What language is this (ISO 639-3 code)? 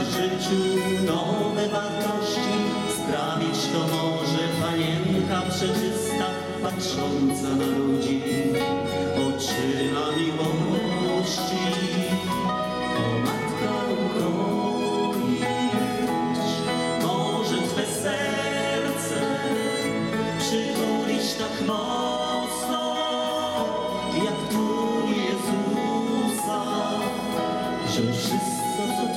pol